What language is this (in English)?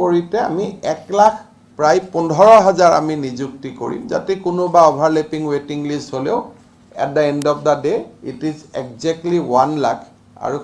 Assamese